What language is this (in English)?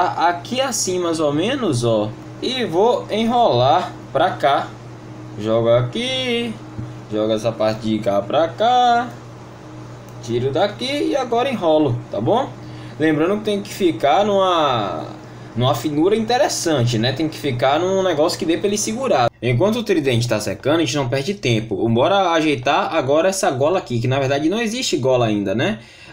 Portuguese